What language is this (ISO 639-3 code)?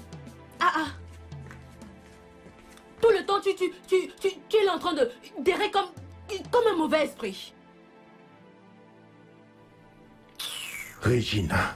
fra